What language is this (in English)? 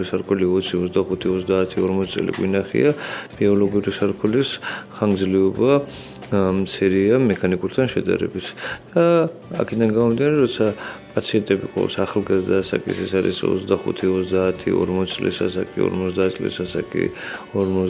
Georgian